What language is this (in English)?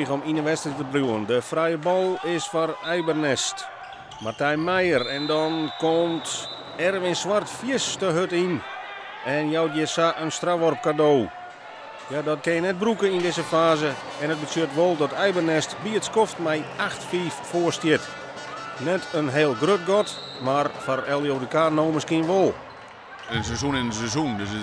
Western Frisian